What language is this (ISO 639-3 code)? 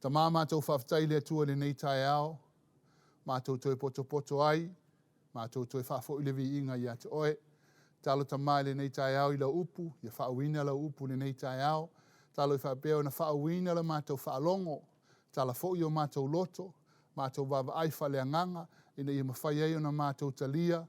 smo